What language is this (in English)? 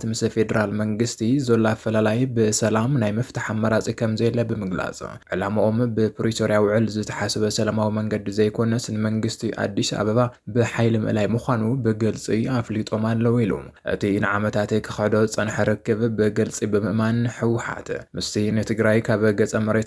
Tigrinya